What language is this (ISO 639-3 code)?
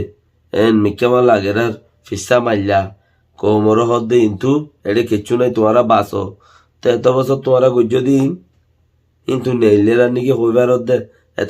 rhg